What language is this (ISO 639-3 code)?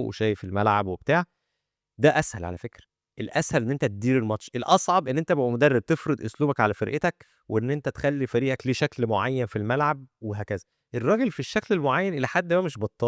arz